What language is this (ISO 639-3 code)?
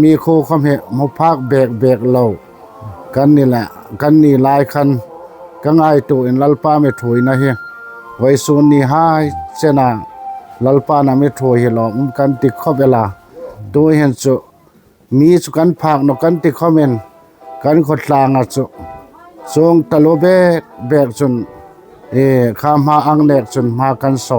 hmr